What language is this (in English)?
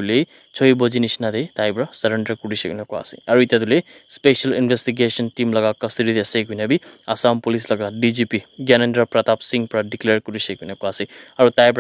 Naga Pidgin